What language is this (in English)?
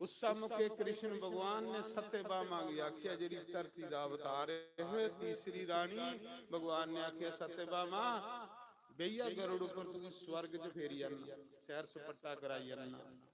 Dogri